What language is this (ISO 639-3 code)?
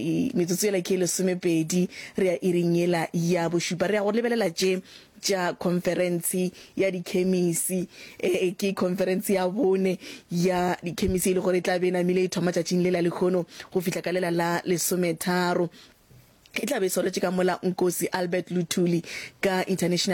nso